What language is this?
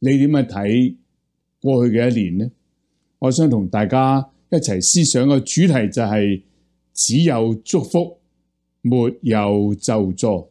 Cantonese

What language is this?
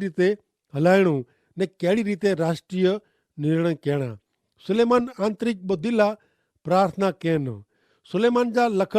Kachhi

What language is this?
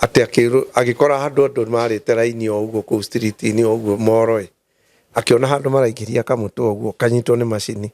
Kikuyu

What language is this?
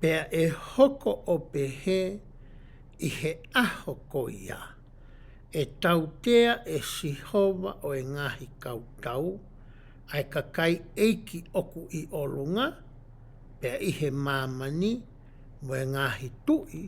Tongan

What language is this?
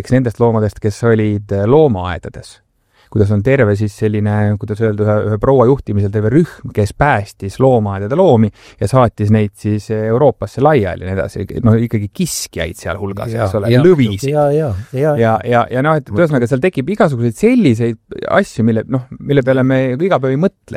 Estonian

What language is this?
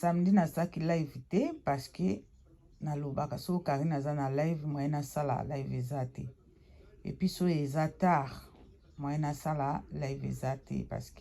Lingala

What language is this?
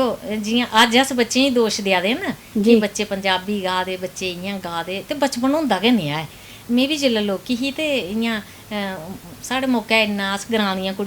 Dogri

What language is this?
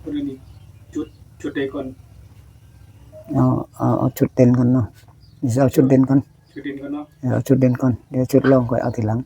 Northeastern Thai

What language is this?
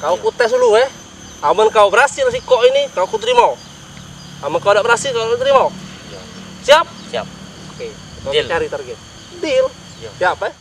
Musi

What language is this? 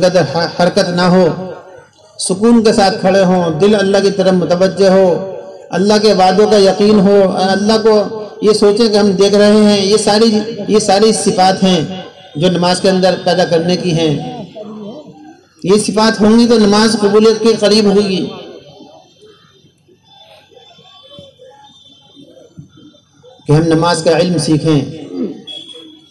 Urdu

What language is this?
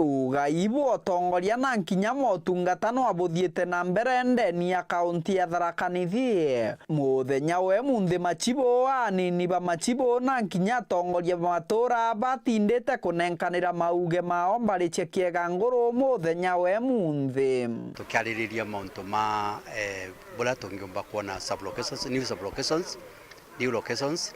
Meru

